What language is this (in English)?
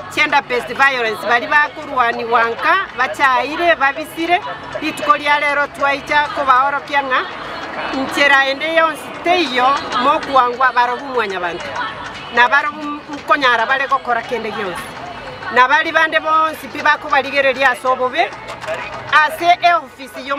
Gusii